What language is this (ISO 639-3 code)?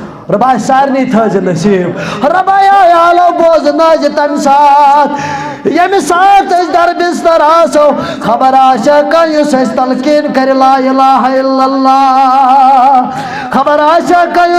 kas